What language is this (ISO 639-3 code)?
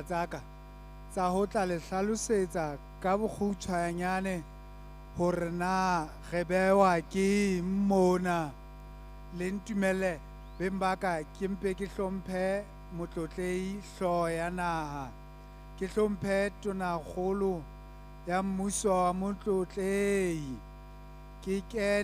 sot